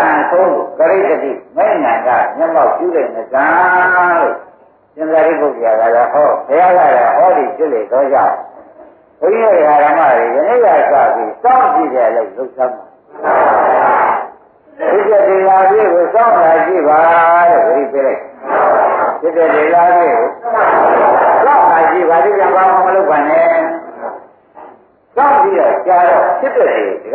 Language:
Burmese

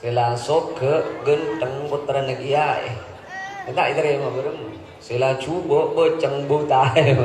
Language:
Madurese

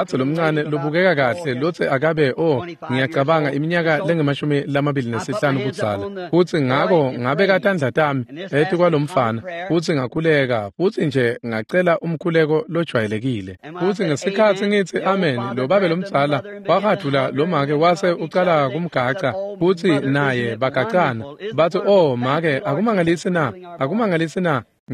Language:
Swati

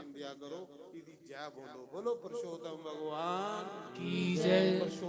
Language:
Dogri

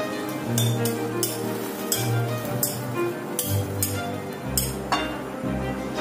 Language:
Bangla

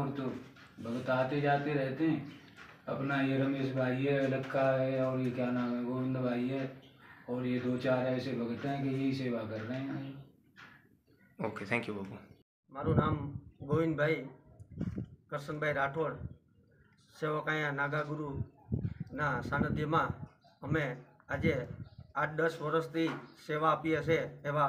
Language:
Gujarati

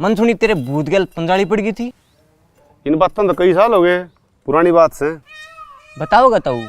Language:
Haryanvi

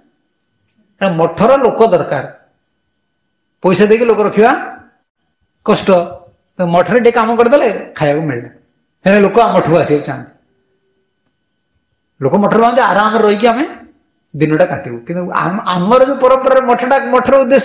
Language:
Odia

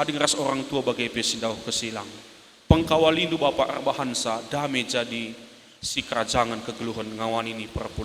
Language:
Batak Karo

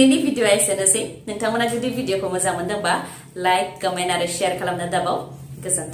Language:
Bodo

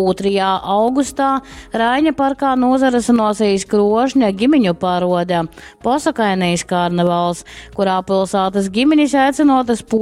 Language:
Latgalian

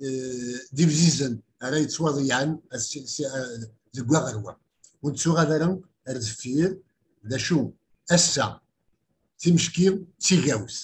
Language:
Kabyle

